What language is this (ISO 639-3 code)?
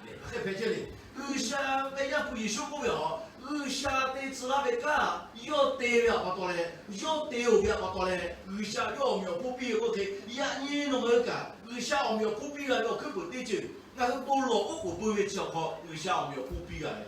lhu